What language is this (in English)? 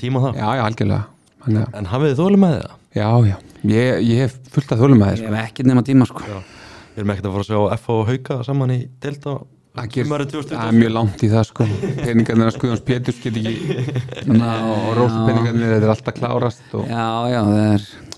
Icelandic